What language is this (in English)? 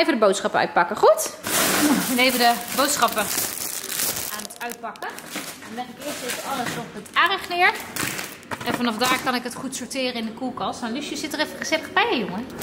Dutch